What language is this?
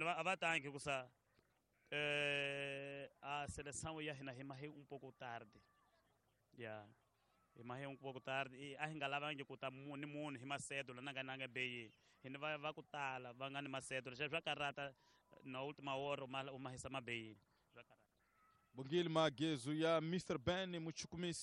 Tsonga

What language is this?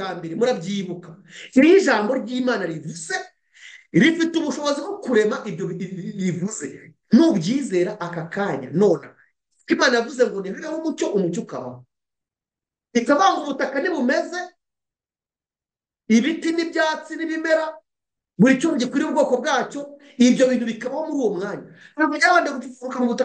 Kinyarwanda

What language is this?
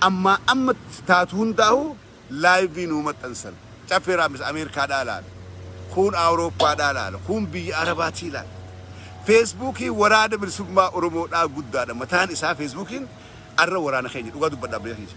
Oromo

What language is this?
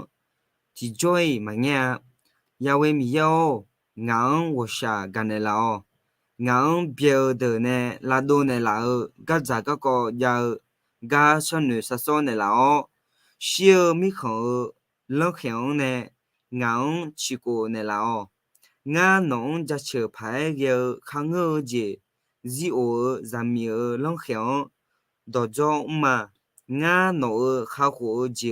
Akha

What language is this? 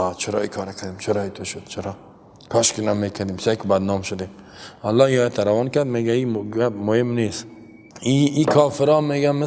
Persian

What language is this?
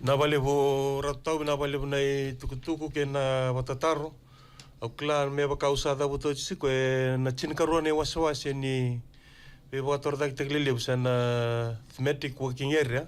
Fijian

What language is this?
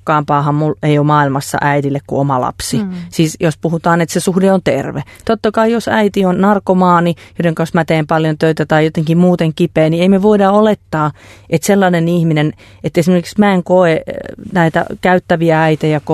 Finnish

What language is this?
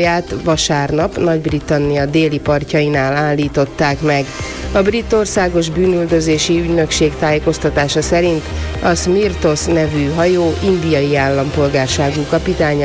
Hungarian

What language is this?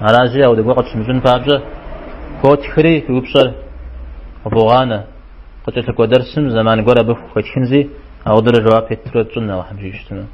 Kabardian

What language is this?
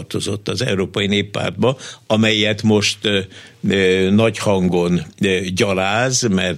Hungarian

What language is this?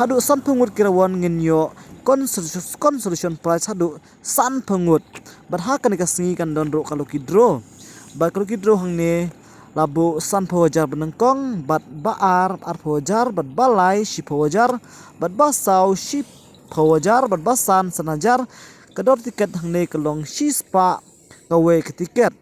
Khasi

